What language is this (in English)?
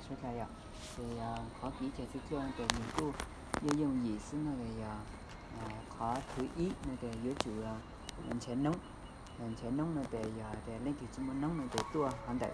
Hmong